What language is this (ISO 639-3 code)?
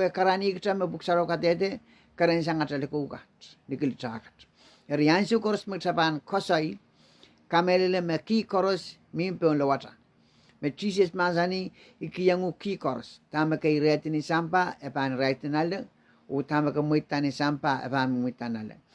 pon